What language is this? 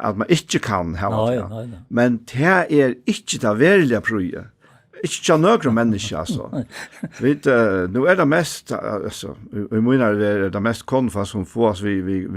Faroese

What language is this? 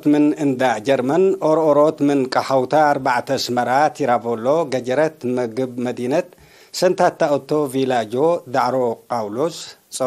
Tigre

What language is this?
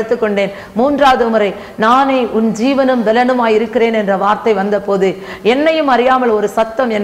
Tamil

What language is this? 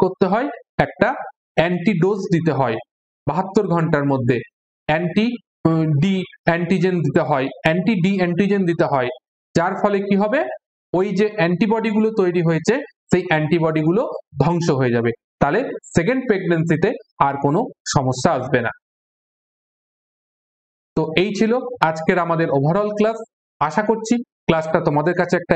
Bangla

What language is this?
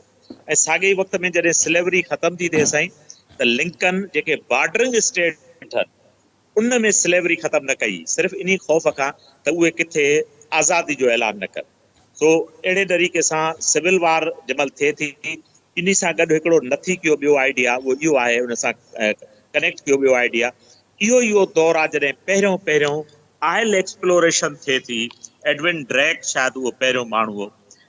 Sindhi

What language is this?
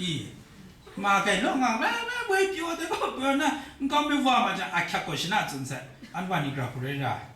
Kachin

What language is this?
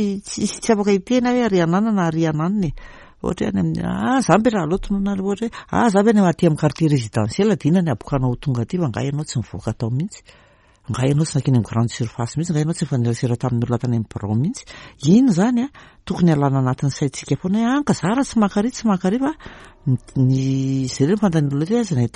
Malagasy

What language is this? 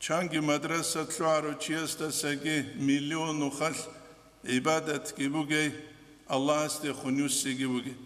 Avaric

